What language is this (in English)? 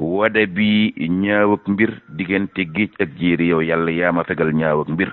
Wolof